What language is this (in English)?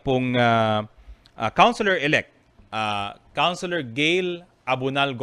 Bikol